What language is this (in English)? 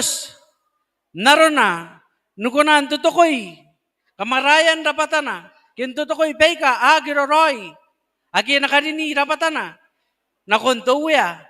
Gilbertese